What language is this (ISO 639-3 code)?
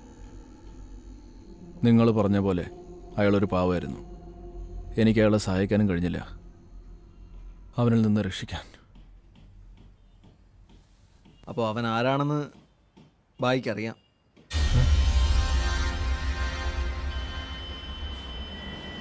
mal